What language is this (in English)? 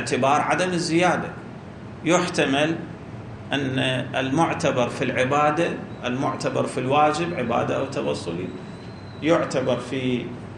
Arabic